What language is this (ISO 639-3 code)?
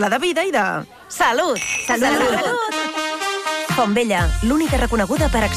cat